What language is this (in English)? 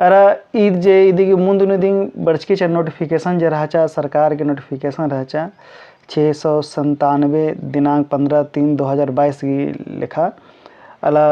Kurukh